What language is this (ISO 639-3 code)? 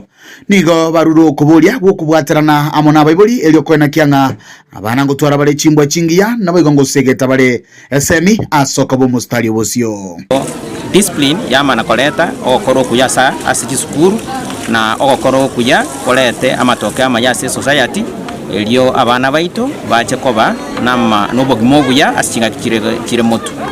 guz